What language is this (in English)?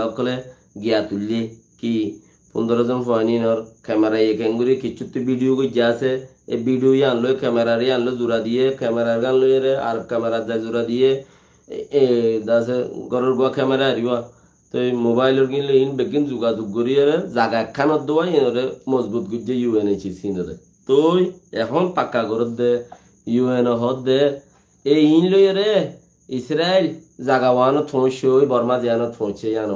Rohingya